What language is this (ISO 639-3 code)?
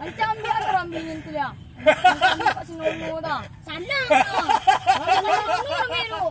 min